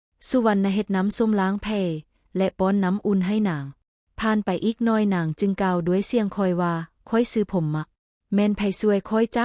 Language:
Lao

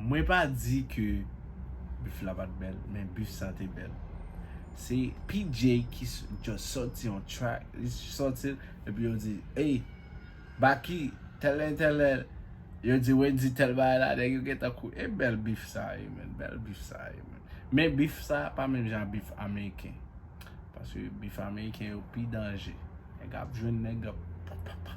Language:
Haitian Creole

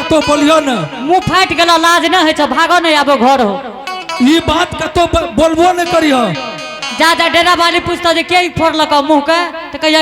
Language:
Angika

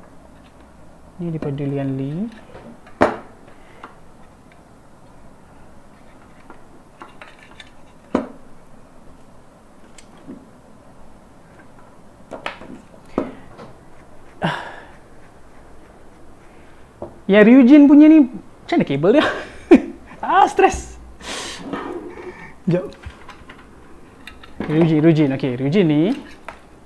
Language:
Malay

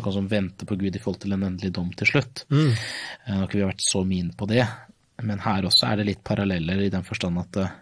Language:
Norwegian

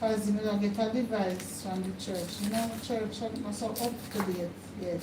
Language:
Jamaican Creole English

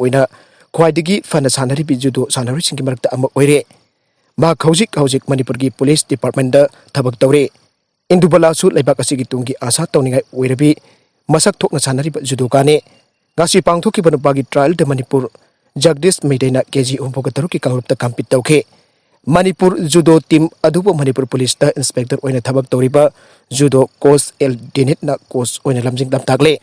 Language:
Manipuri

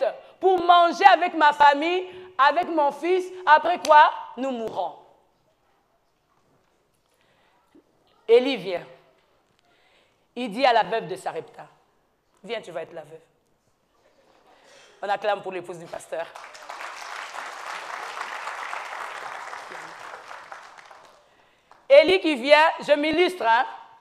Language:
French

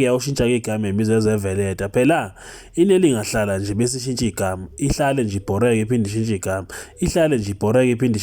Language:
Zulu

